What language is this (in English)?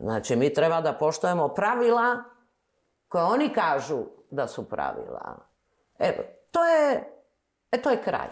Serbian